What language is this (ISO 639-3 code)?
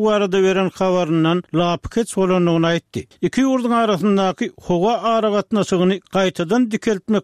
tuk